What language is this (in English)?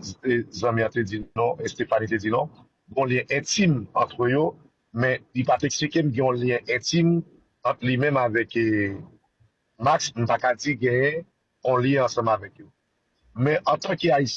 Haitian Creole